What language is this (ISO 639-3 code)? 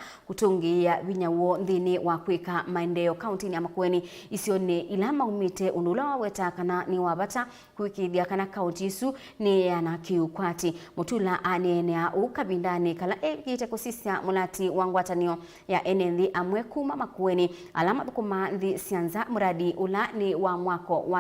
kam